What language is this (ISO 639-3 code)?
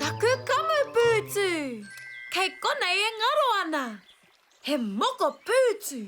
mri